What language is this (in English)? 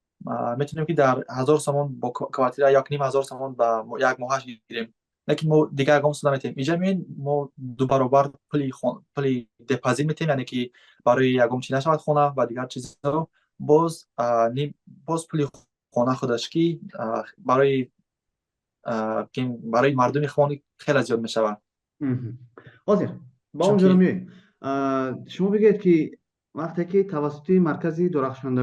Tajik